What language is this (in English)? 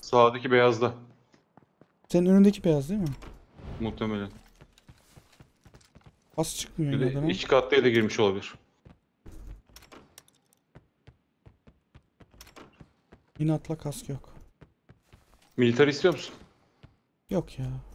Turkish